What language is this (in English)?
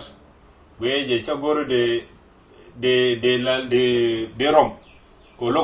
Nuer